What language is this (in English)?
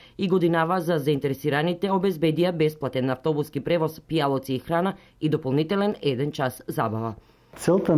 Macedonian